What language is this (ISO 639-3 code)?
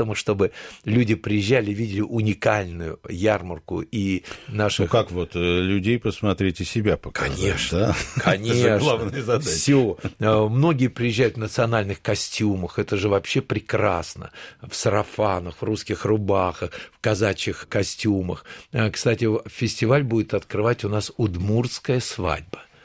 rus